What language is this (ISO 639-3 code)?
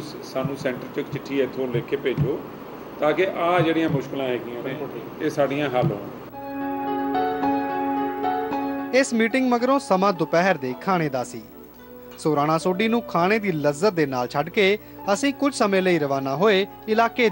pan